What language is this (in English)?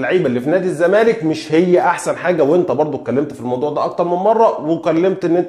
Egyptian Arabic